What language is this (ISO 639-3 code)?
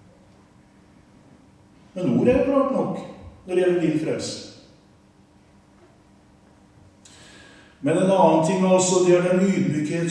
nor